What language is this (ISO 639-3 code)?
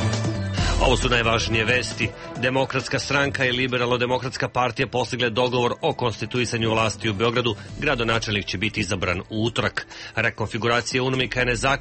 srp